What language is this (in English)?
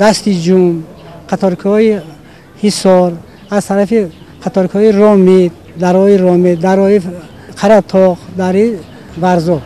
Tajik